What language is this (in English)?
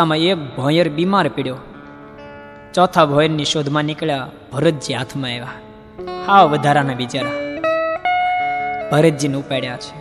Gujarati